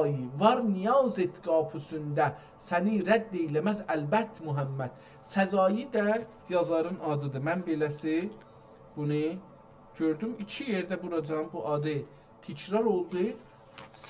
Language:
South Azerbaijani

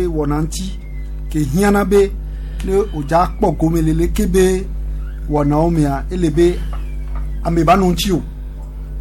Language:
Gen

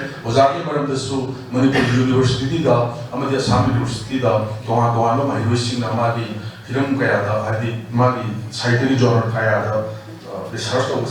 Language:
Manipuri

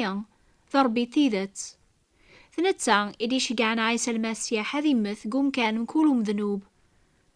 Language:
Kabyle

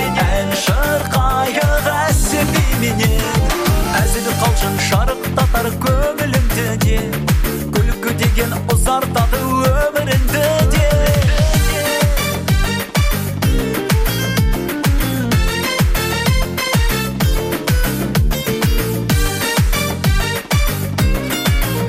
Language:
Kazakh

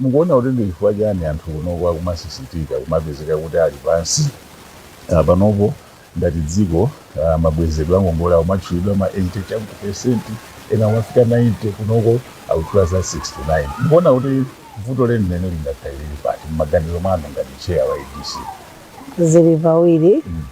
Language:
Nyanja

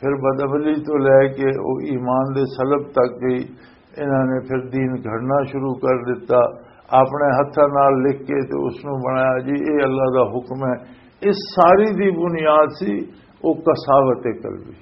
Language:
Western Panjabi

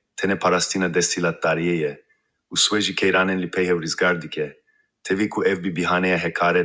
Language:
Kurdish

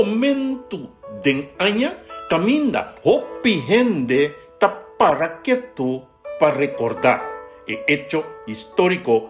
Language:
Papiamento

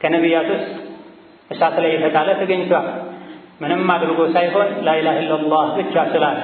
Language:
Amharic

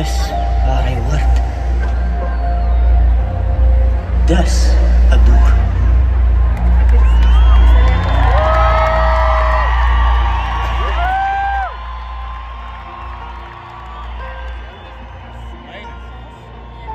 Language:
Afrikaans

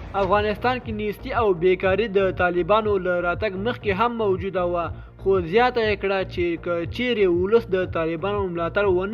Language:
Pashto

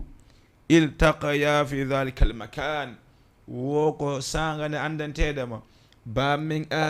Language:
Fula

